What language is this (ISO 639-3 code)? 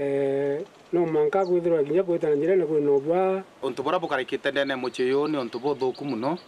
mer